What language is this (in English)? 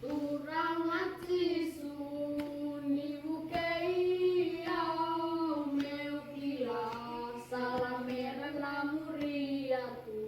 Fijian